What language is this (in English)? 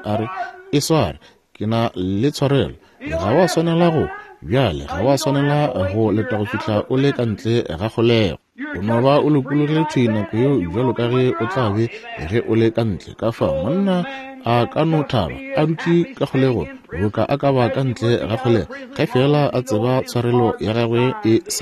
Northern Sotho